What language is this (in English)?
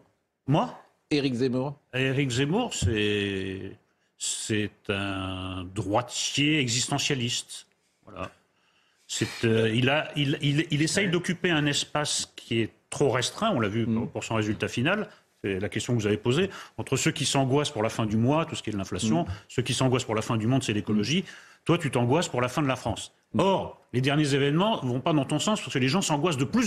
French